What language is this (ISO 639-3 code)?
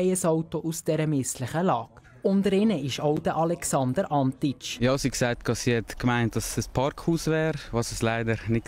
gsw